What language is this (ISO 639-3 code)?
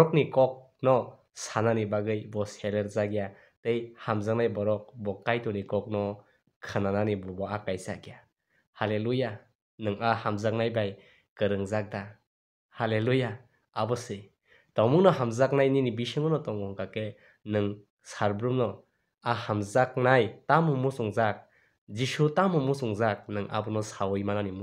trp